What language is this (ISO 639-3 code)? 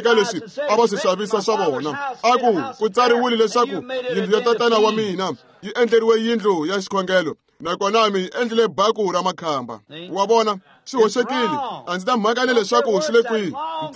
tso